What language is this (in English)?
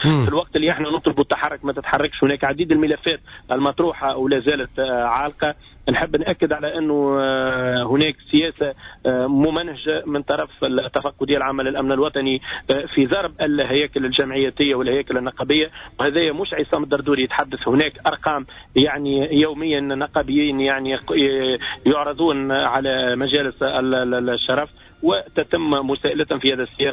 Tunisian Arabic